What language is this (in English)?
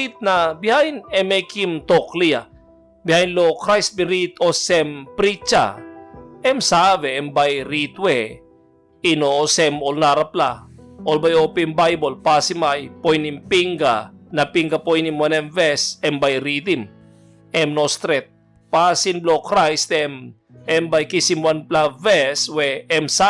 Tok Pisin